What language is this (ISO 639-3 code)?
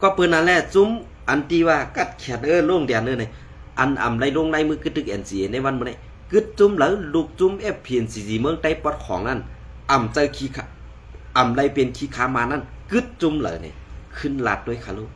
shn